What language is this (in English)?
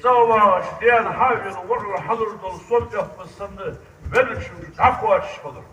Ingush